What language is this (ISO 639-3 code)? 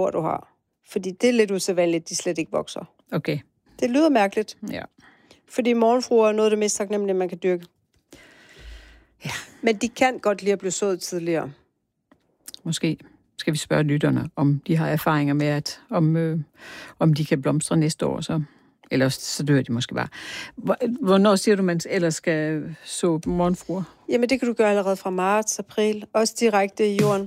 dan